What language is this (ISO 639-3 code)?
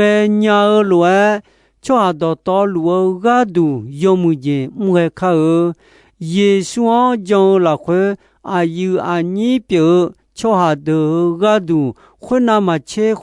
ahk